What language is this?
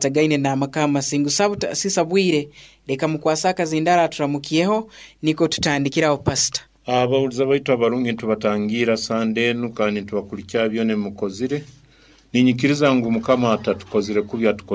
Nyoro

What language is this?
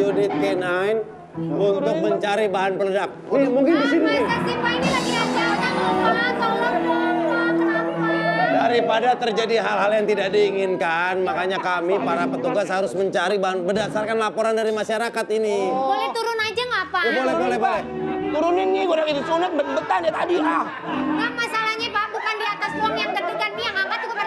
Indonesian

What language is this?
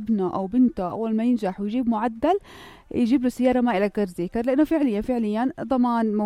North Levantine Arabic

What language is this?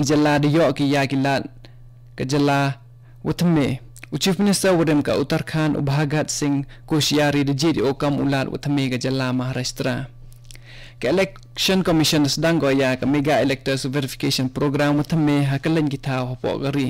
Khasi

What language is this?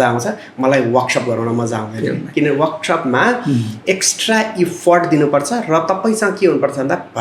Nepali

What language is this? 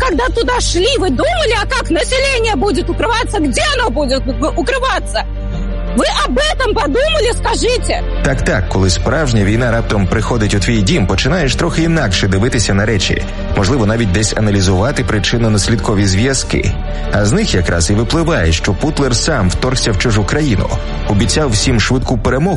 Ukrainian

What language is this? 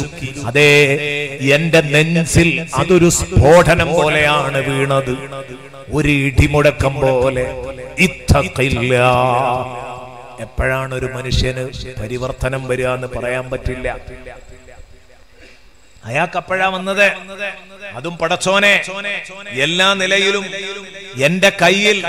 Malayalam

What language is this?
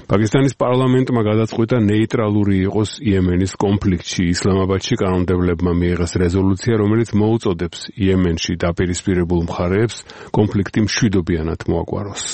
Georgian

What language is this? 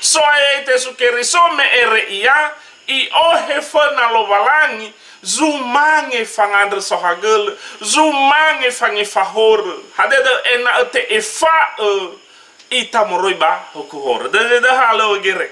Nias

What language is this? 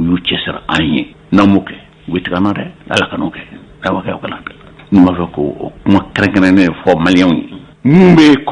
Bambara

